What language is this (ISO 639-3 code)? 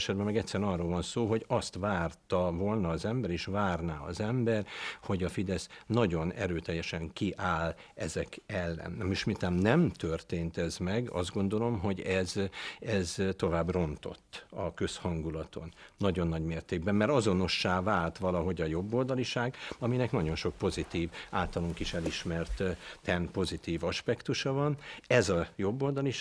hun